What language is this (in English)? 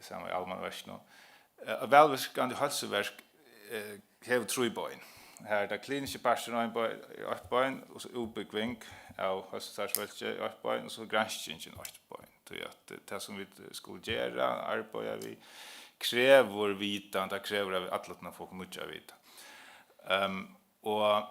Faroese